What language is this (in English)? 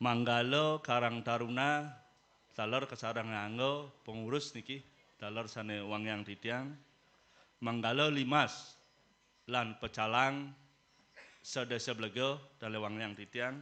Balinese